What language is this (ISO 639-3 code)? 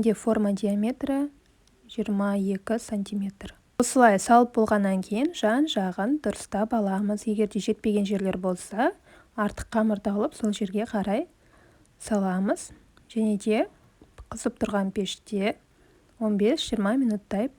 kaz